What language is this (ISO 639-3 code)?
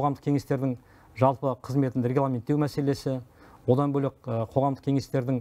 kaz